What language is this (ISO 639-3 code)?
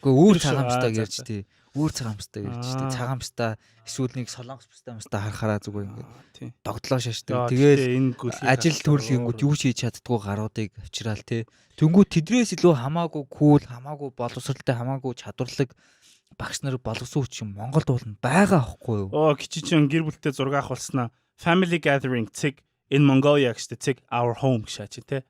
mon